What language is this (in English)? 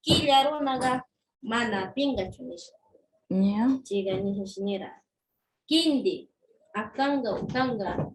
Northern Pastaza Quichua